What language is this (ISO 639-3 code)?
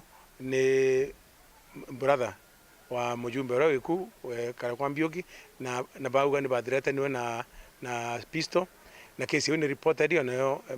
mer